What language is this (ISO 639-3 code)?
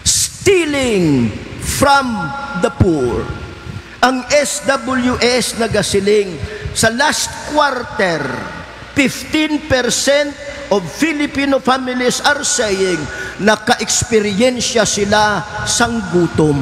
hil